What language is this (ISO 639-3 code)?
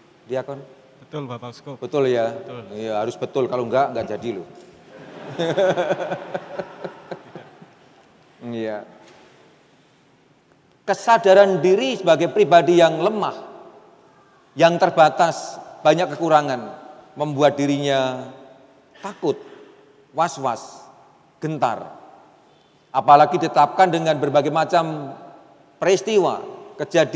ind